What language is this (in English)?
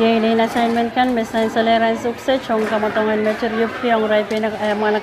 Pohnpeian